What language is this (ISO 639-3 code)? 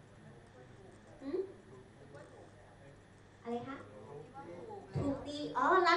tha